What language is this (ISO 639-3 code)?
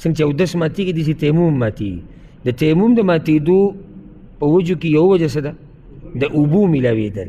pus